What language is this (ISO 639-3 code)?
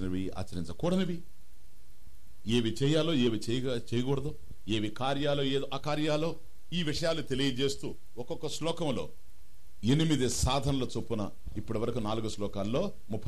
tel